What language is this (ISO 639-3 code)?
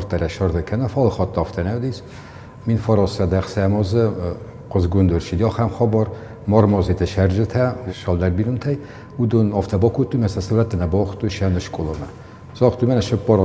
oss